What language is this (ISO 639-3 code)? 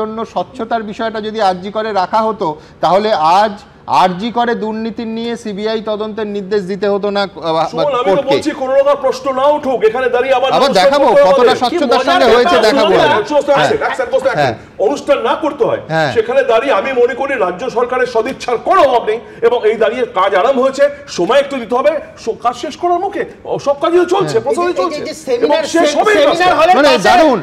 ben